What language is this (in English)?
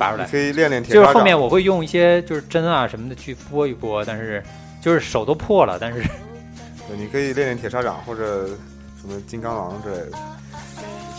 Chinese